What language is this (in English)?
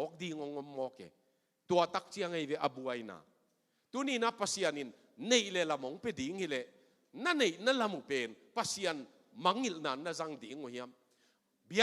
Tedim Chin